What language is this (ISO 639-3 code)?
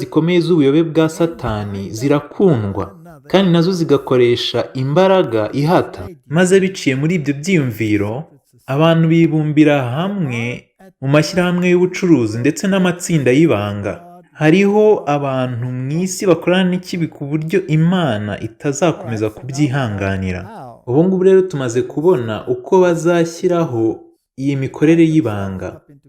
kin